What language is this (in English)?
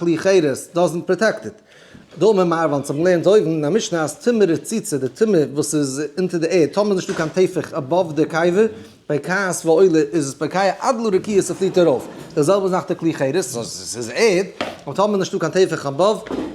Yiddish